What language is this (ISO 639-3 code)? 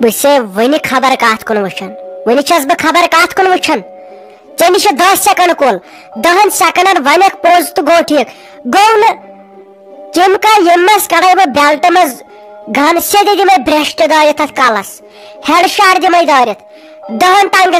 kas